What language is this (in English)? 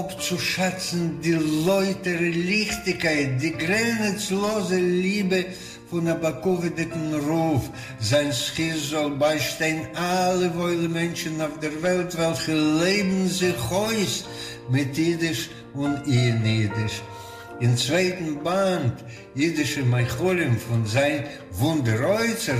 Yiddish